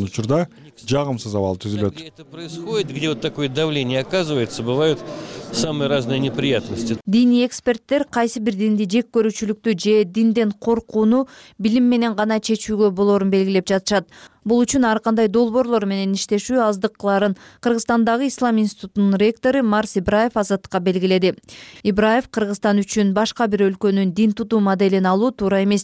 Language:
Kyrgyz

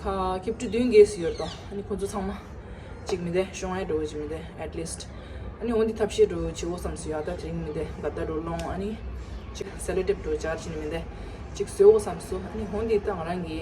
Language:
Tibetan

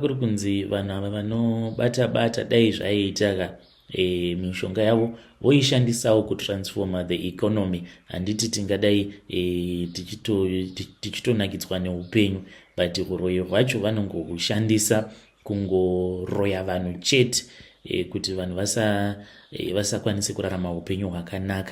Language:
Shona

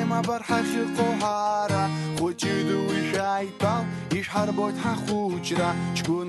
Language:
Abkhazian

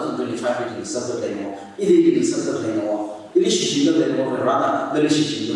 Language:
Tangkhul Naga (India)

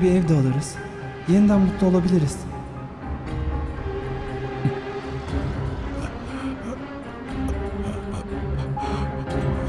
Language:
Turkish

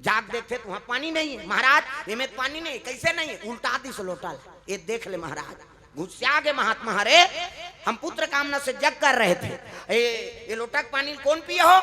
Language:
Chhattisgarhi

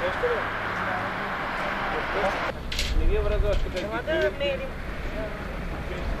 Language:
Bulgarian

